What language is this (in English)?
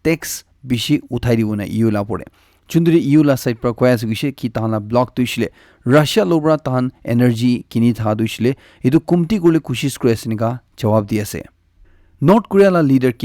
Naga Pidgin